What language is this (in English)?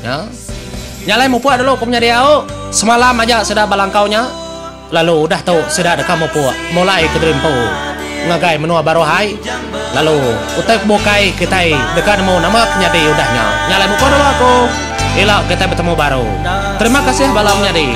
Iban